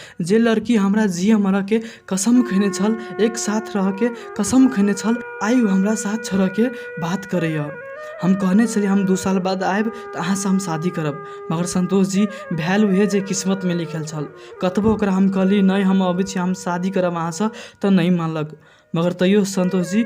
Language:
Maithili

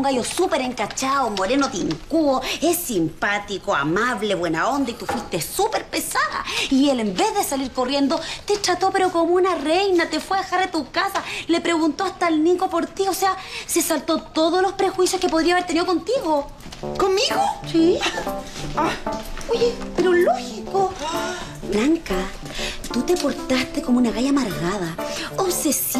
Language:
Spanish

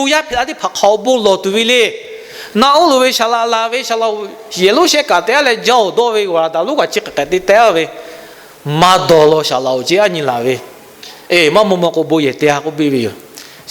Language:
Lahu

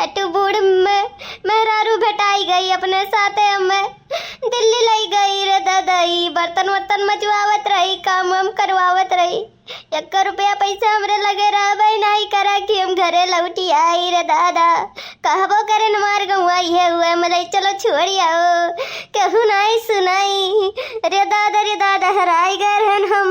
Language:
Awadhi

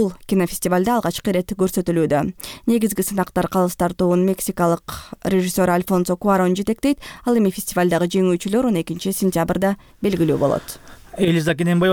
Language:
Kyrgyz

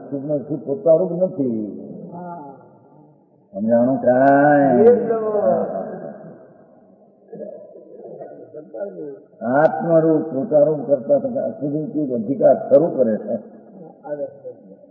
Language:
Gujarati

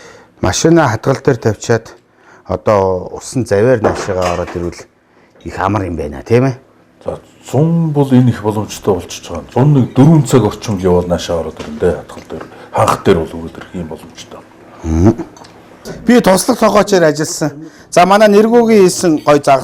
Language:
Mongolian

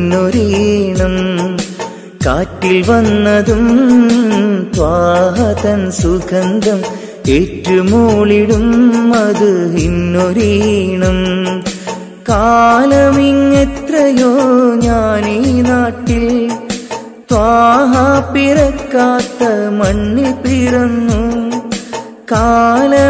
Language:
Malayalam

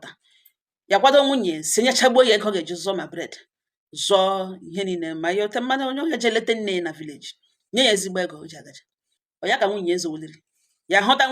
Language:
Igbo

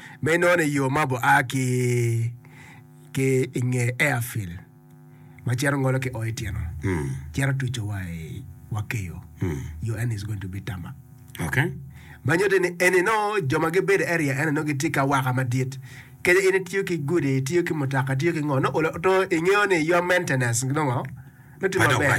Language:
Acoli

